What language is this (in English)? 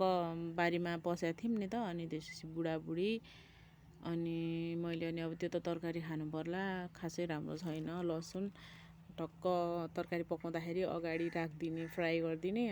Nepali